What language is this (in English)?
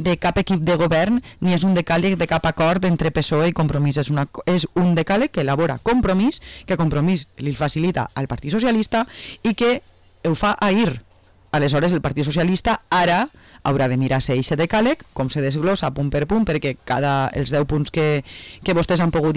Catalan